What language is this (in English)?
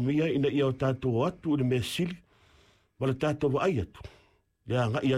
Samoan